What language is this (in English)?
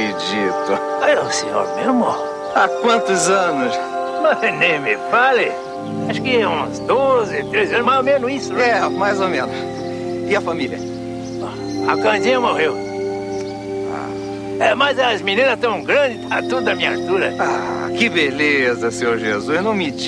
Portuguese